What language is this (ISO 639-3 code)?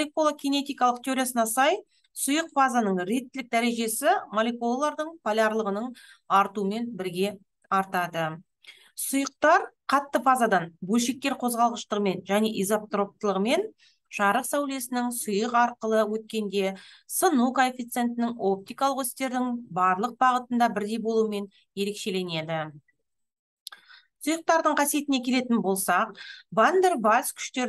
kaz